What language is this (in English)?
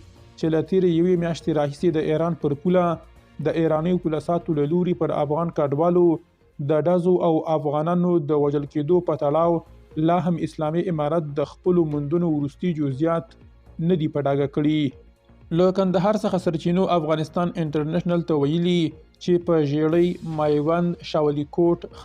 Pashto